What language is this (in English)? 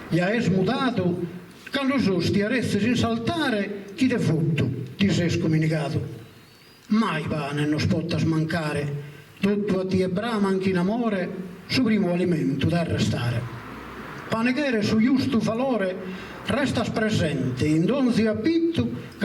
Sardinian